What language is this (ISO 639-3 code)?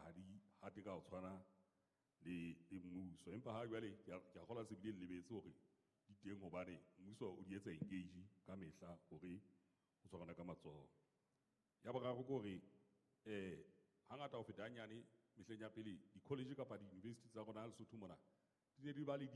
sot